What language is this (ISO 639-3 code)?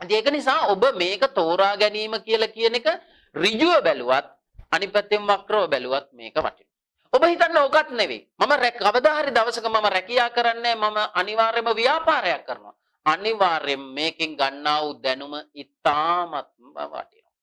sin